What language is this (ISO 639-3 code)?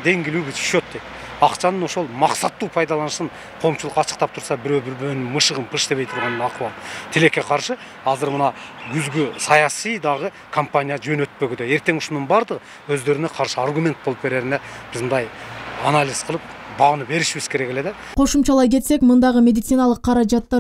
kir